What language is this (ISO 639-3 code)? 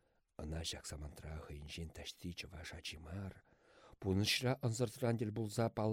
chv